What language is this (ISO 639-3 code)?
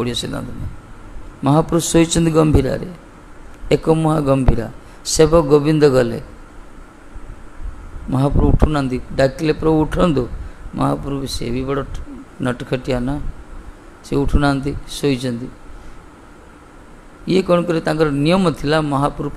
ori